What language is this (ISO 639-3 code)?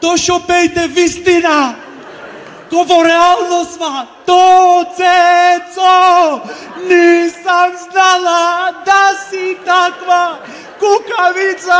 mkd